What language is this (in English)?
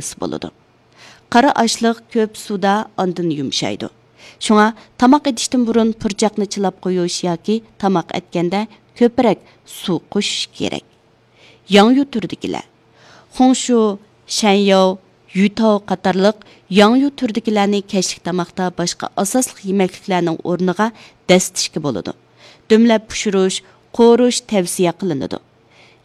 Uyghur